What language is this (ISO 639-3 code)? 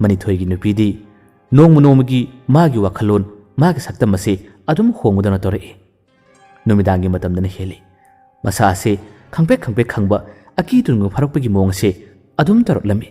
mni